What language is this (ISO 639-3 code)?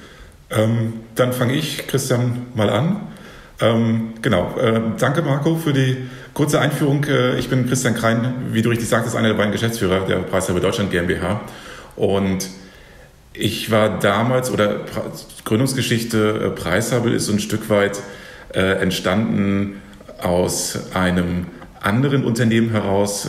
deu